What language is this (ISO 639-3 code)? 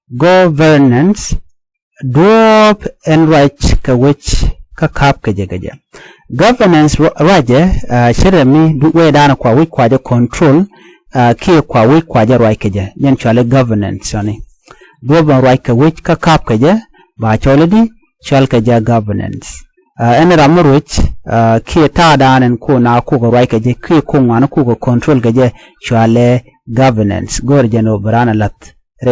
nus